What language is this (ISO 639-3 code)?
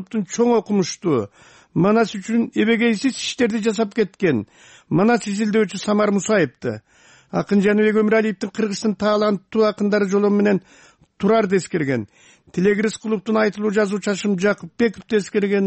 kir